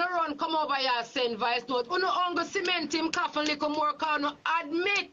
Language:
Jamaican Creole English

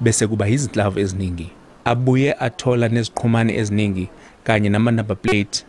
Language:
Zulu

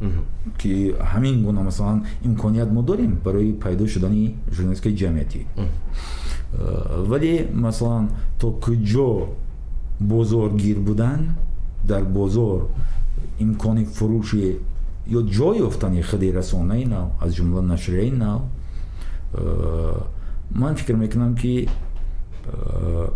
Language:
Tajik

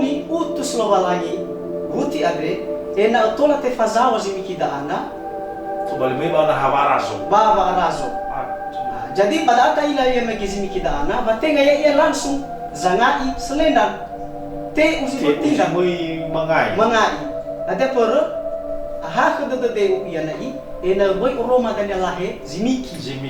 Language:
Nias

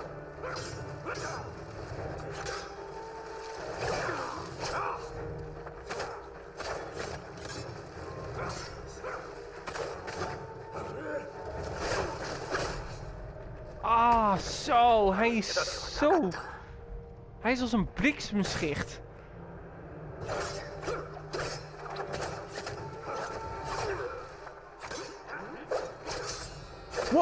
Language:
Dutch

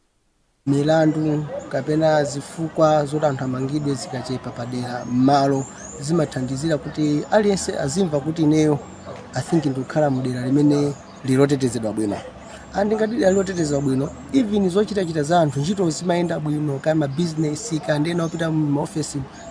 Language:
Nyanja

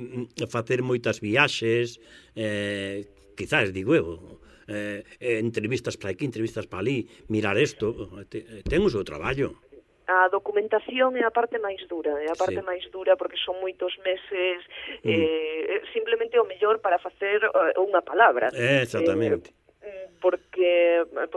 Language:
Galician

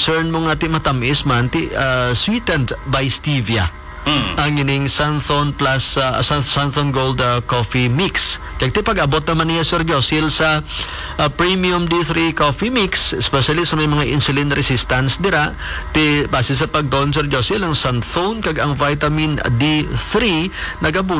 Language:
Hiligaynon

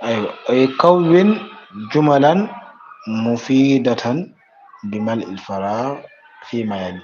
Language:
Fula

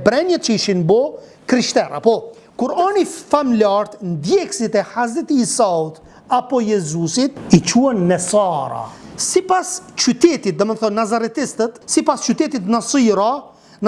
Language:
Albanian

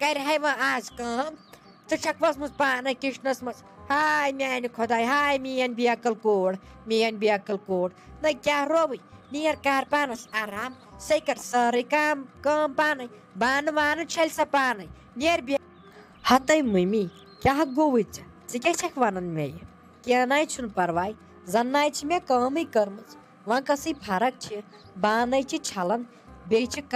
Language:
Kashmiri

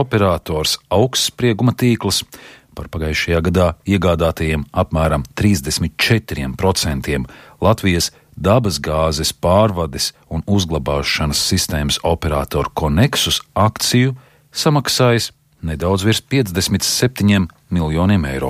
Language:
Latvian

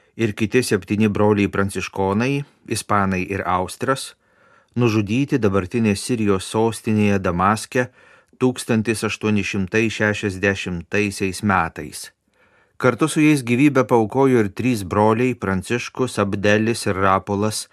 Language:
Lithuanian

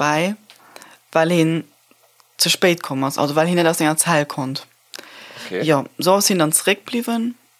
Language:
Luxembourgish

